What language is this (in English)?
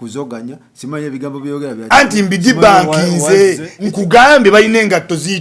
Ganda